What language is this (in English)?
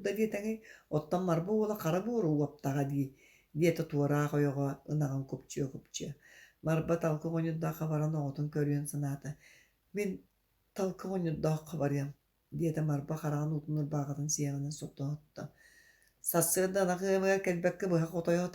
Yakut